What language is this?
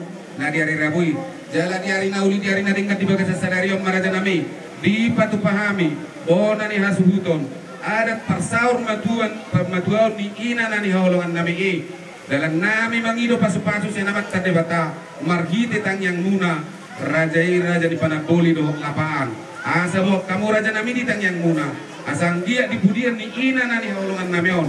Batak Toba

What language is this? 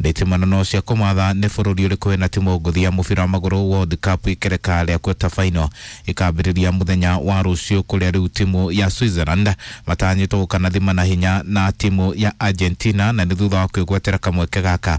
Kikuyu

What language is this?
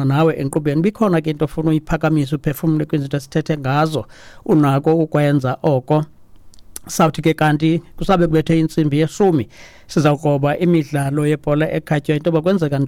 Xhosa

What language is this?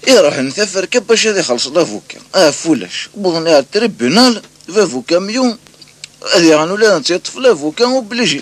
Kabyle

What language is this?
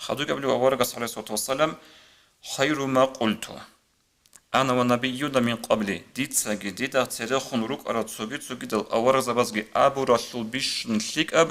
Avaric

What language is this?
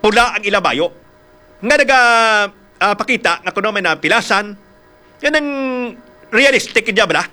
Hiligaynon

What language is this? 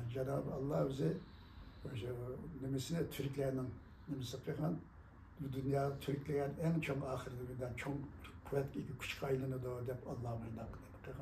Uyghur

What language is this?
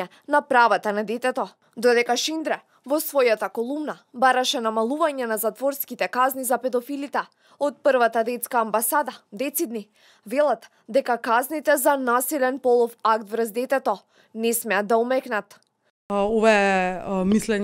Macedonian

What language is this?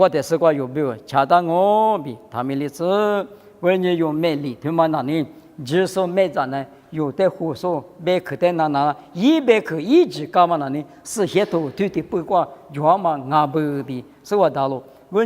Lisu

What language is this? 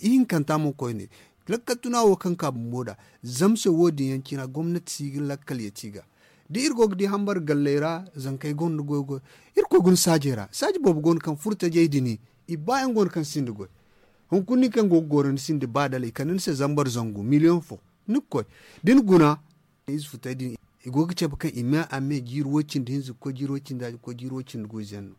Zarma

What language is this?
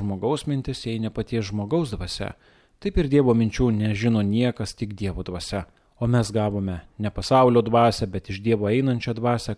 Lithuanian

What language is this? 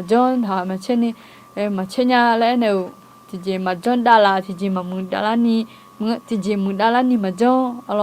Akha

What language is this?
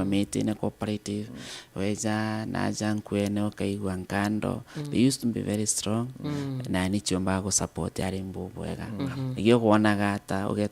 Meru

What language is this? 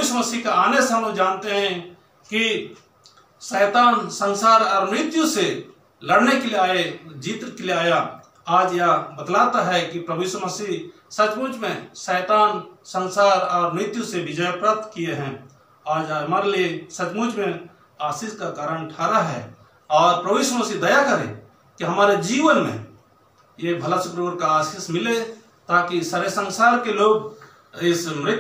Hindi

